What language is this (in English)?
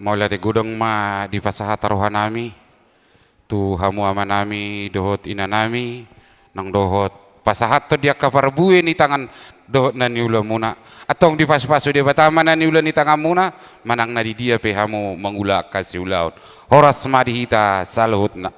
Batak Toba